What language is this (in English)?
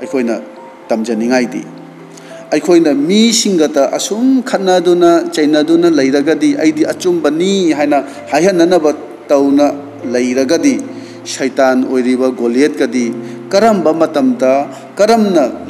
Manipuri